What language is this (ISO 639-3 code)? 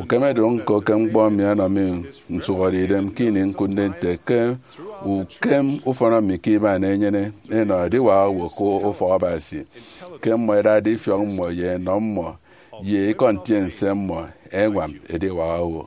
efi